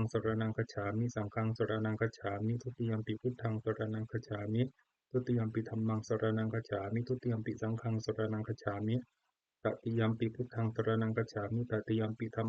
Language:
Pali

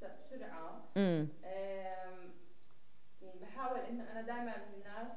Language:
North Levantine Arabic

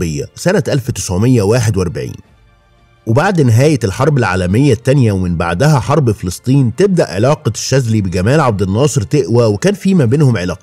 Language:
Egyptian Arabic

